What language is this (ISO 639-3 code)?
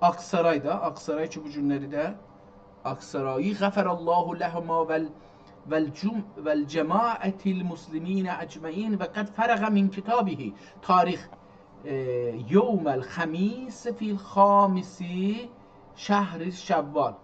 azb